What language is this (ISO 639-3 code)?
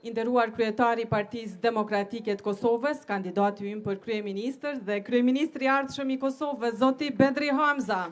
sqi